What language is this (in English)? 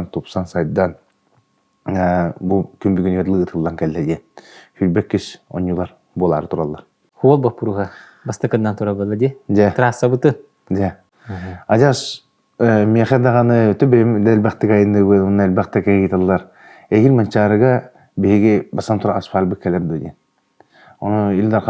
Yakut